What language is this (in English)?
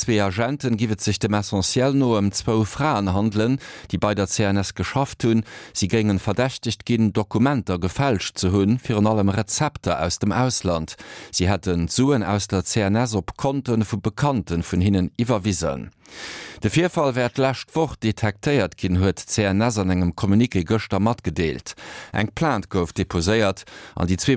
Luxembourgish